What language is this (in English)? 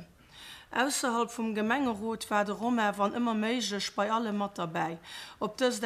Luxembourgish